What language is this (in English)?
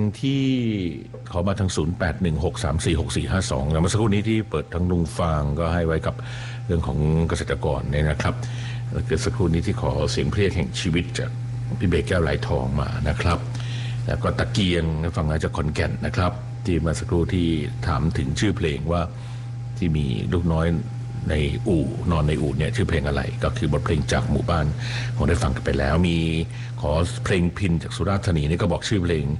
Thai